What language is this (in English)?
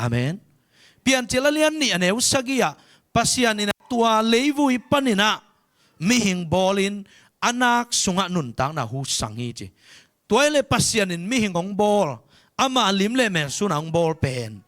Tedim Chin